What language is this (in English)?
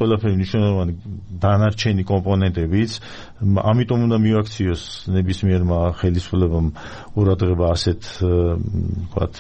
Georgian